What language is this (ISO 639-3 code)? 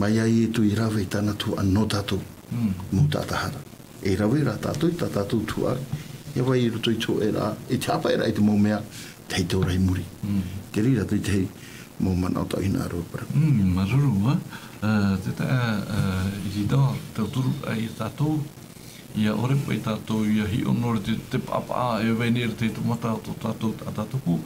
tah